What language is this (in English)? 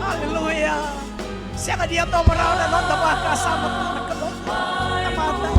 Fijian